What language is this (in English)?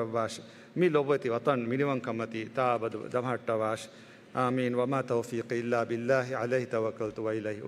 Divehi